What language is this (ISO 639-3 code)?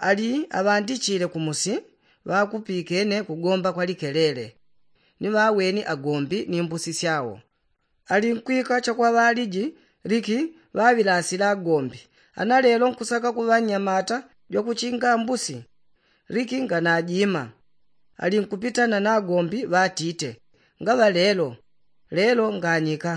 yao